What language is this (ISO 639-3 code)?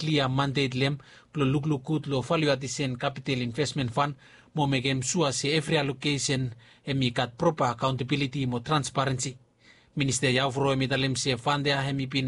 bis